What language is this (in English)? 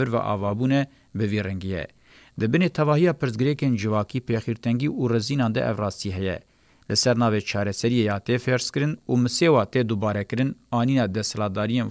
Kurdish